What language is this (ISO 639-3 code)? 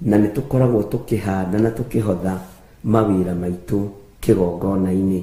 kik